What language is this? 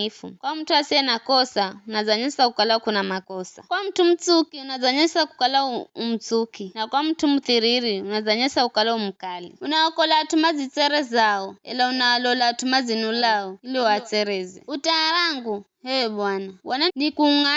Giryama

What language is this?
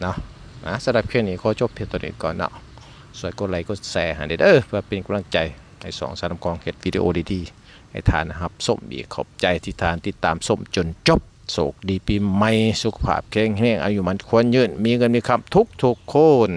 Lao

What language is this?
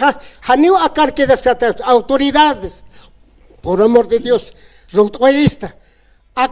Aymara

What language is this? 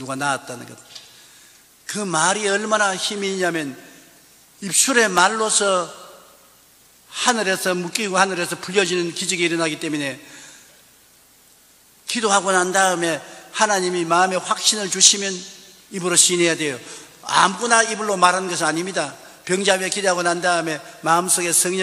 Korean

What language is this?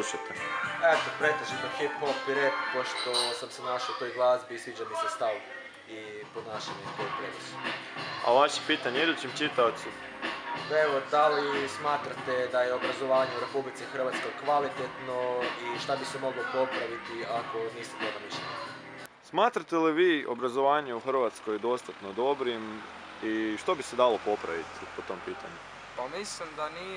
Croatian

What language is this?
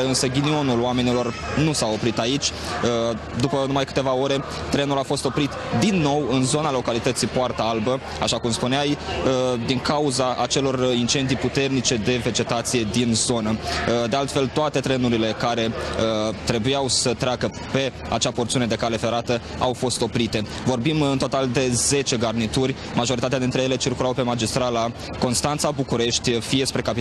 Romanian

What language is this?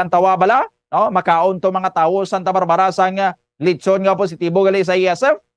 Hiligaynon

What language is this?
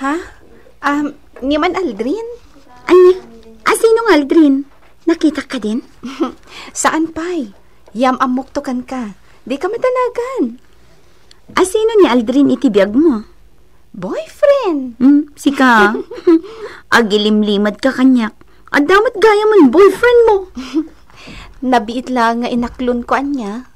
Iloko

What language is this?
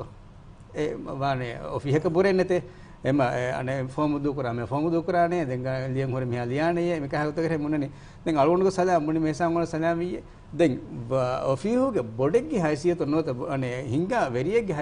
Divehi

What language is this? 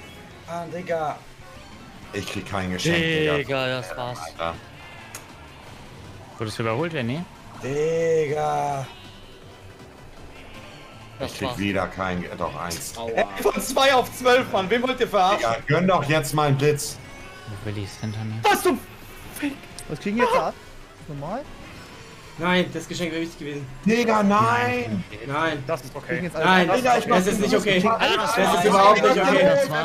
German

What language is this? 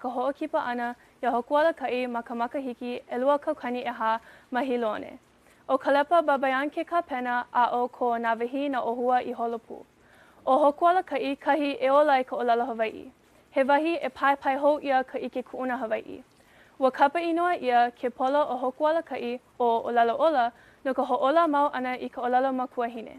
Hawaiian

